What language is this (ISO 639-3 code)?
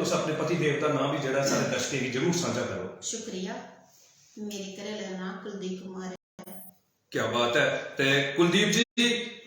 doi